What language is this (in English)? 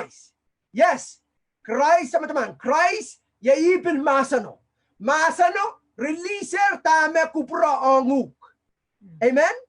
Pohnpeian